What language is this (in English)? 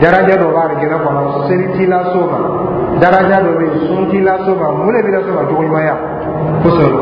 Dyula